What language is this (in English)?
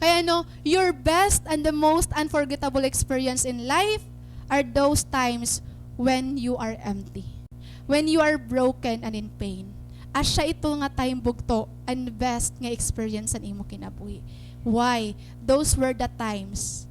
Waray